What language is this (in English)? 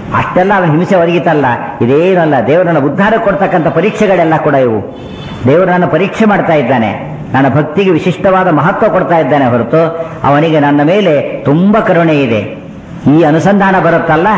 Kannada